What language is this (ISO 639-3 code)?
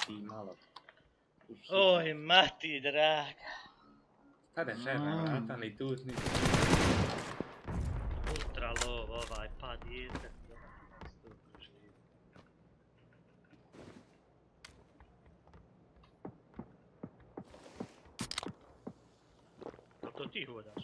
hrv